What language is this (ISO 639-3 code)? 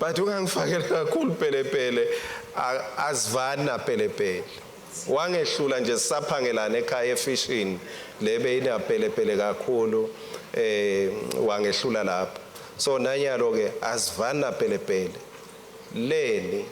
ssw